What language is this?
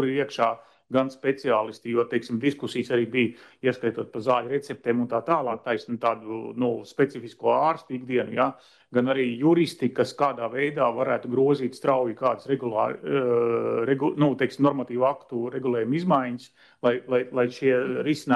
Latvian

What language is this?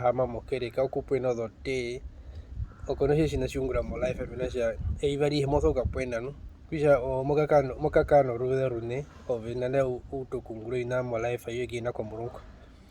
Herero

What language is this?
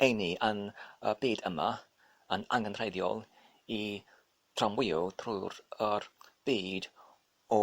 Welsh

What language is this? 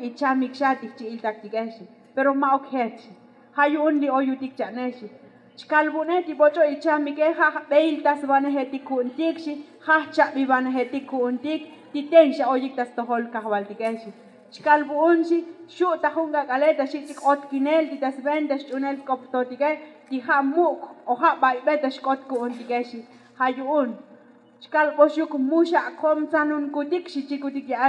Tzotzil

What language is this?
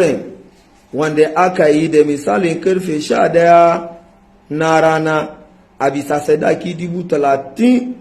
Hausa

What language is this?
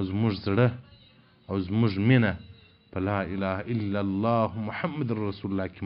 Pashto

